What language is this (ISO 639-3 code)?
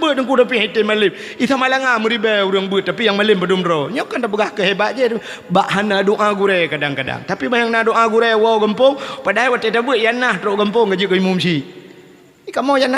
ace